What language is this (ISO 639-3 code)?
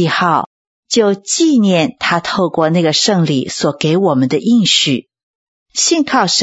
zho